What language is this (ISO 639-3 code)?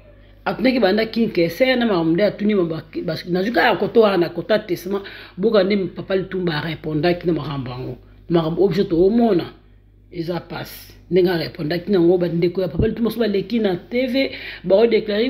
lin